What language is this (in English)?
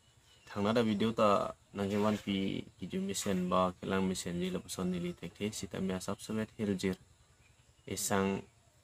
Karbi